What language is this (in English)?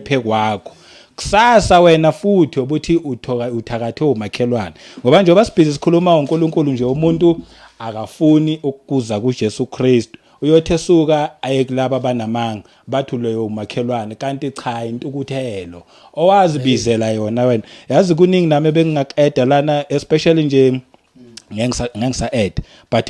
Zulu